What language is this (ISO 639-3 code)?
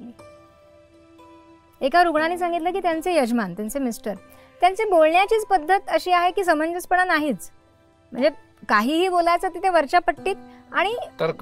mar